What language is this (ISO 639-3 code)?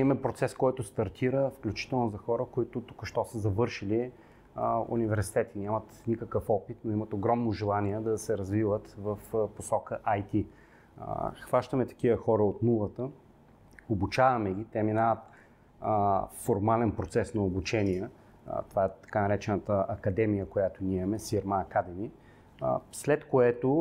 bul